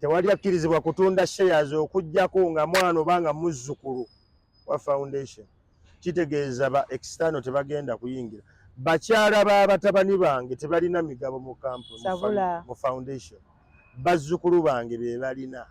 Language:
Ganda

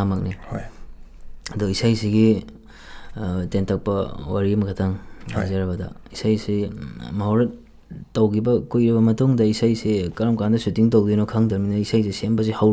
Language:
Manipuri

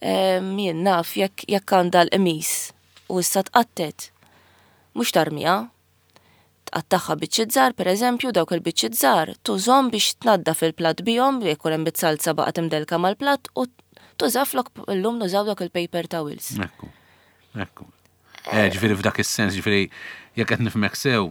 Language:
Maltese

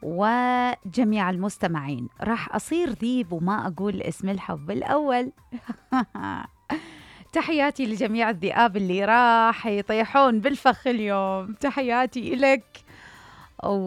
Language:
Mesopotamian Arabic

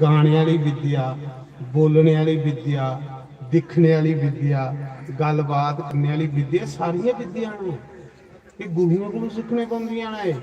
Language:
Dogri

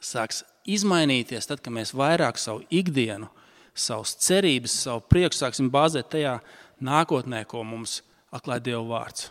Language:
Latvian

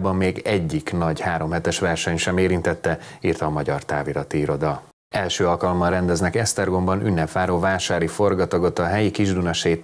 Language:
Hungarian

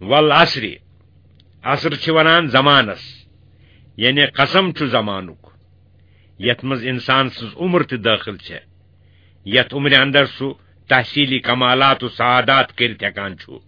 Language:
Kashmiri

